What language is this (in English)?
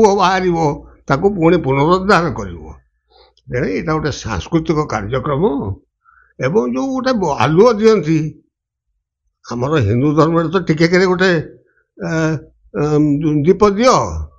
Odia